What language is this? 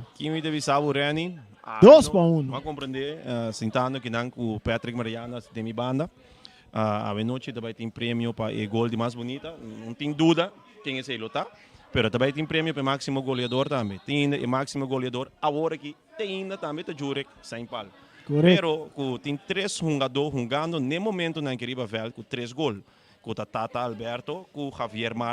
Papiamento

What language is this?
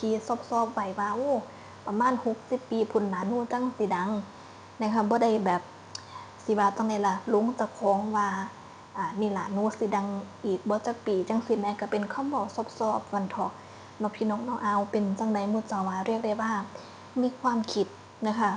Northeastern Thai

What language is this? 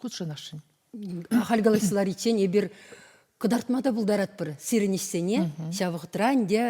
Chuvash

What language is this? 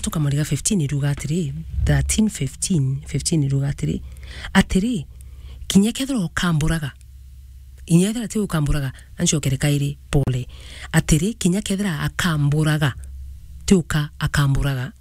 Meru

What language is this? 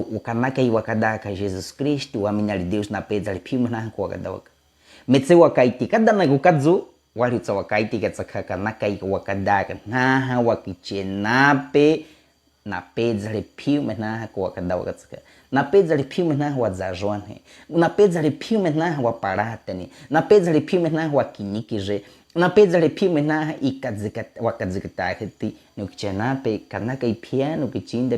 Baniwa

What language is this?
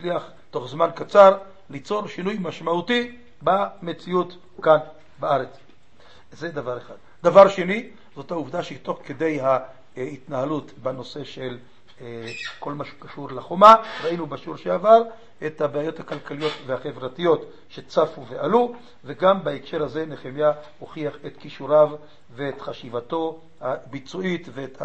Hebrew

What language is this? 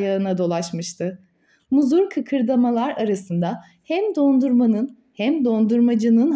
Turkish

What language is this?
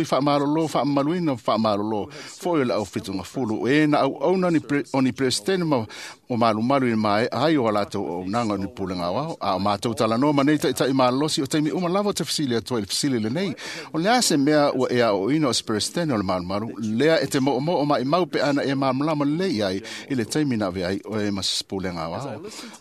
Samoan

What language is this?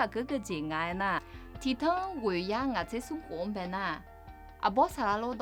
Akha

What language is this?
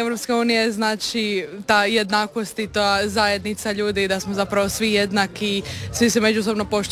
Croatian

